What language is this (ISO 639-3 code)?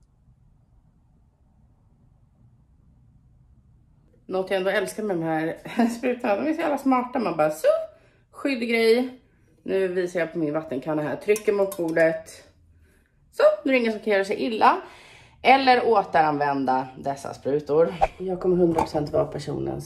swe